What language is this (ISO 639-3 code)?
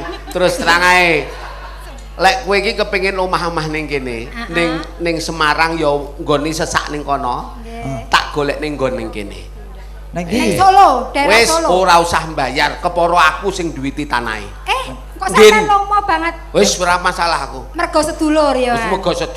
jav